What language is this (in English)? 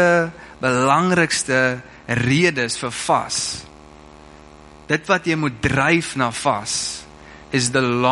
Afrikaans